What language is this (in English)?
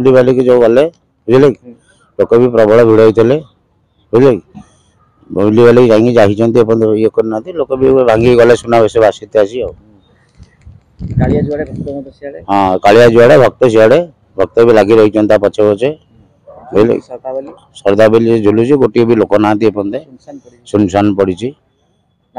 Odia